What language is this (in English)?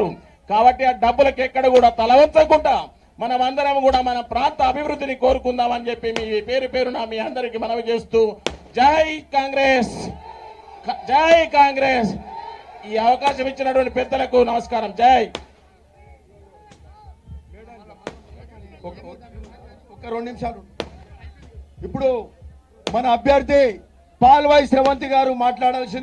Telugu